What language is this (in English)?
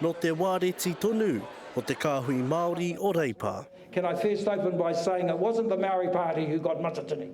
Māori